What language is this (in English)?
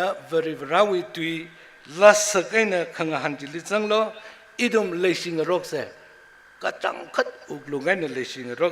Tangkhul Naga (India)